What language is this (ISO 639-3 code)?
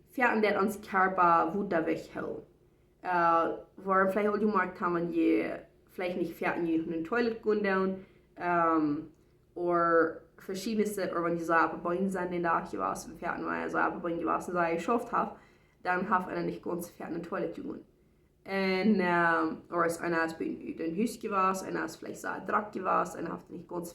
pdt